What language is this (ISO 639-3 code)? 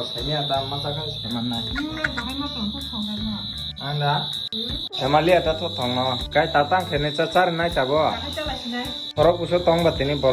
trp